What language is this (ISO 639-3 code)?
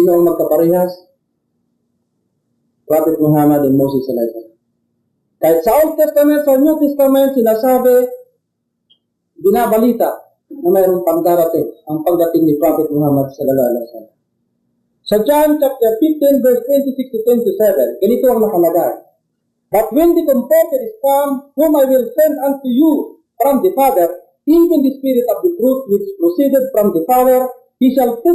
fil